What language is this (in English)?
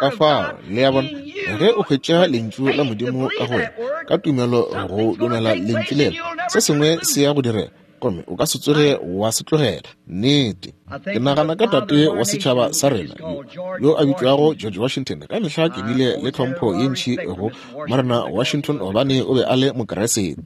Northern Sotho